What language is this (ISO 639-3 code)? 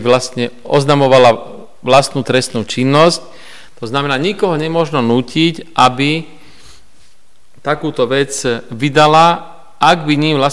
slk